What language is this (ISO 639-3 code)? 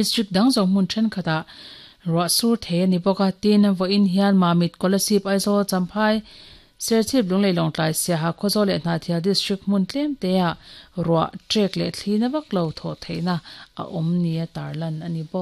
lus